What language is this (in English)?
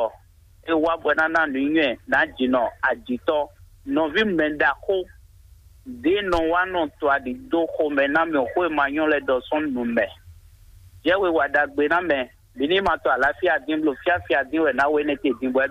Fon